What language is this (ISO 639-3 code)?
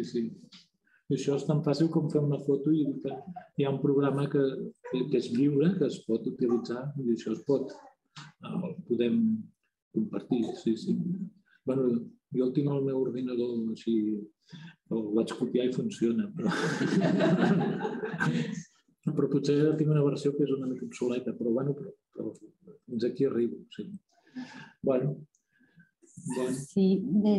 cat